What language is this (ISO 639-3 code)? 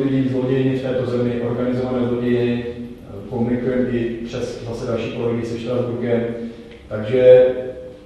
ces